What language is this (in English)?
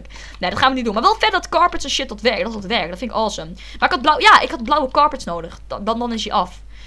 Dutch